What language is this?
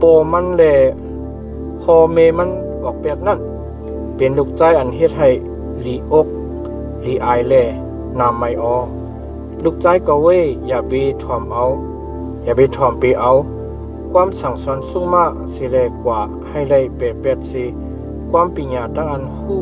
Shan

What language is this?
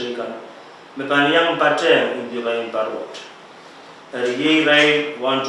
Pohnpeian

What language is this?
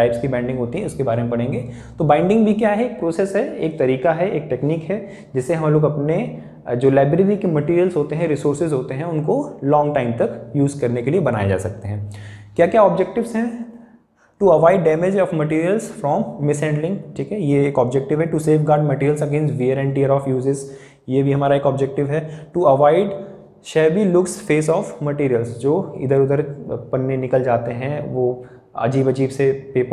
Hindi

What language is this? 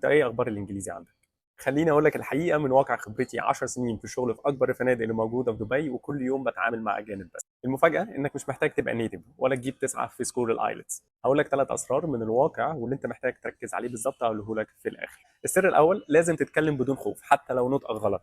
Egyptian Arabic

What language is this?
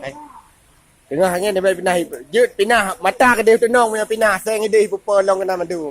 Achinese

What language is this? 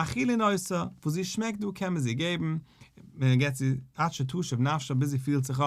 Yiddish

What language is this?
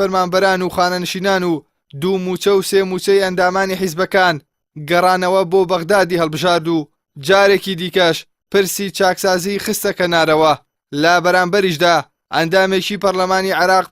Central Kurdish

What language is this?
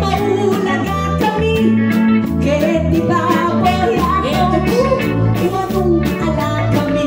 Pampanga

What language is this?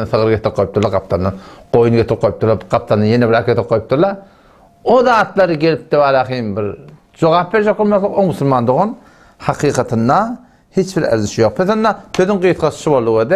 Turkmen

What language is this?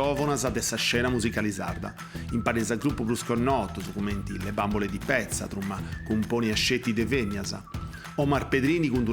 Sardinian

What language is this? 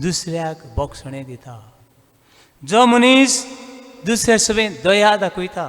Konkani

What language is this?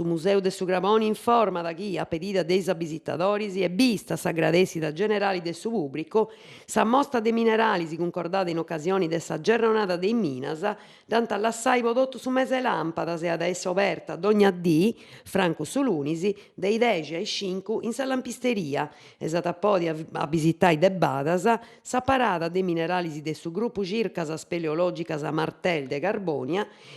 Sardinian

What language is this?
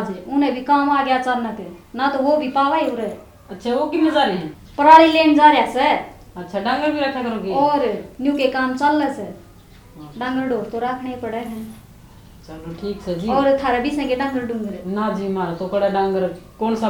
Haryanvi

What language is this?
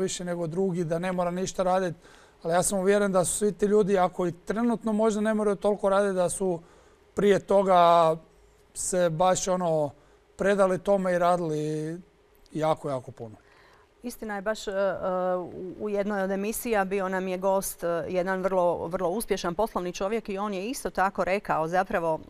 Croatian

